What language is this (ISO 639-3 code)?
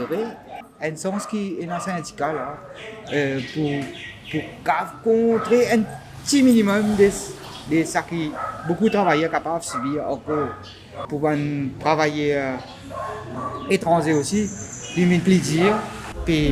mfe